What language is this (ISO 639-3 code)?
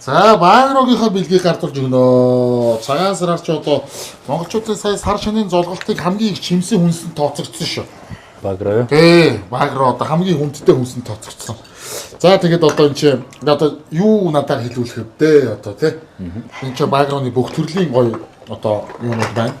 mon